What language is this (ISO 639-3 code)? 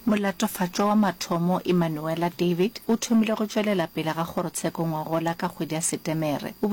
nso